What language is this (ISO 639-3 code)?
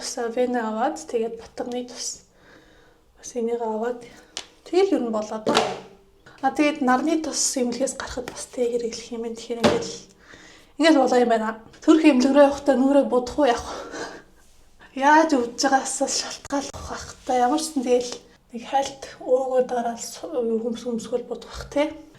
mon